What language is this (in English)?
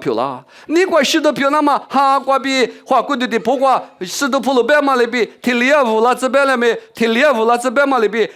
Lisu